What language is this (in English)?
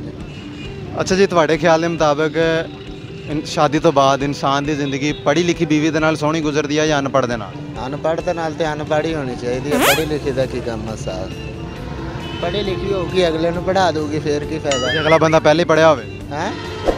Punjabi